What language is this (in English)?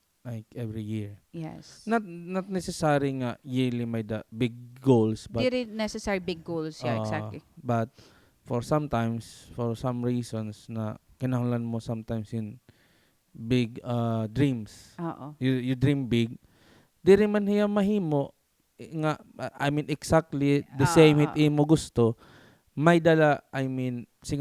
Waray